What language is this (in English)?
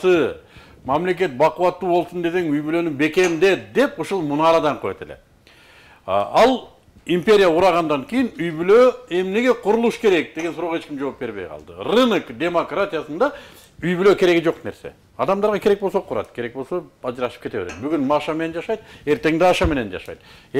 Kyrgyz